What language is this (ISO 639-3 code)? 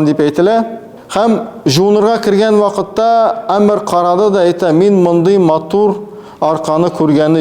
tat